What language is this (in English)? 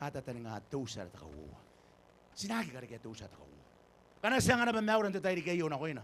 Gilbertese